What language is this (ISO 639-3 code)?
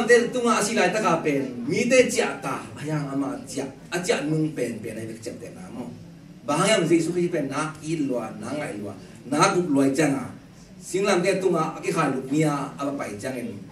ctd